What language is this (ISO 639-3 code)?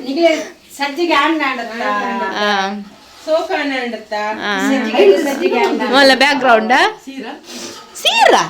tcy